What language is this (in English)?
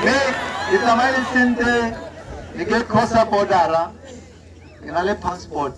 Tswana